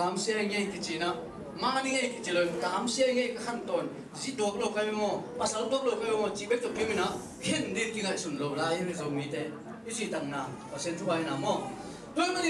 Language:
Tedim Chin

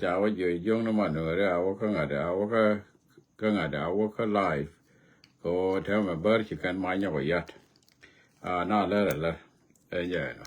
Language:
Nuer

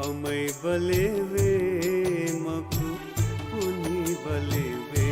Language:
Newari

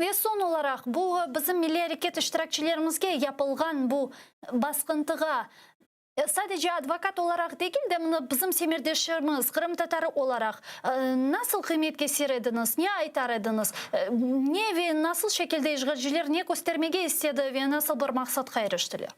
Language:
Crimean Tatar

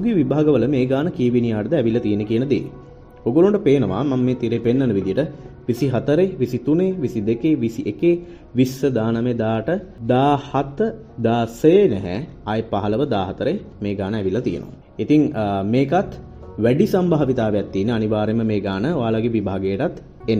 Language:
Sinhala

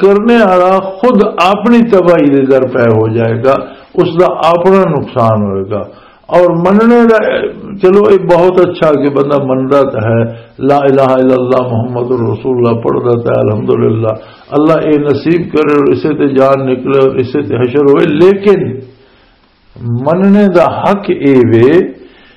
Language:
Western Panjabi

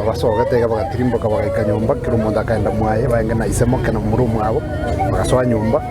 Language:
Gusii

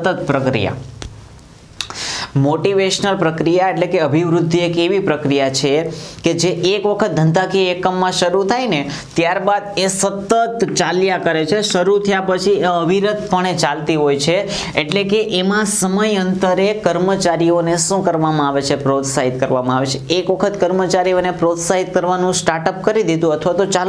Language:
Gujarati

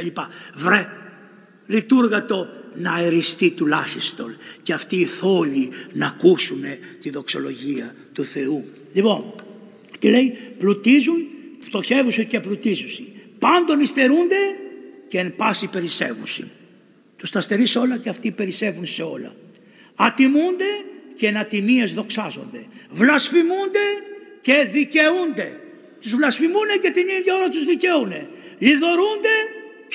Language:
Greek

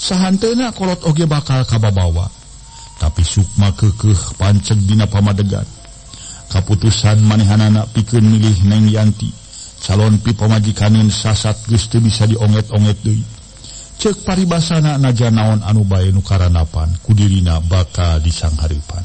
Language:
Sundanese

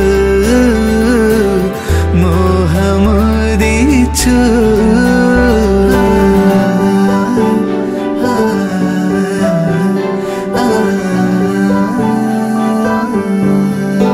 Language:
Malayalam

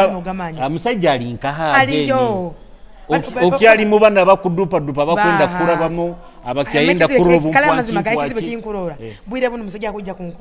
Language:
Nyoro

